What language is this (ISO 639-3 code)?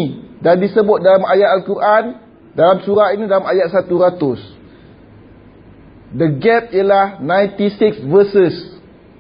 msa